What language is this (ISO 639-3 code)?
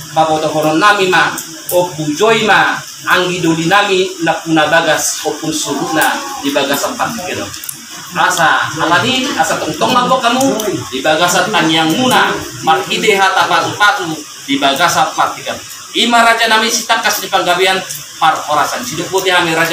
bbc